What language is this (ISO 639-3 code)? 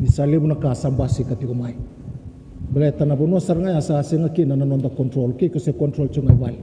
fij